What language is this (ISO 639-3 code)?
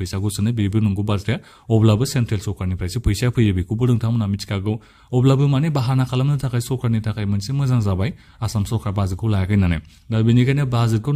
brx